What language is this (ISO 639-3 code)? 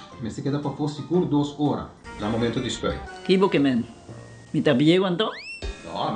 pap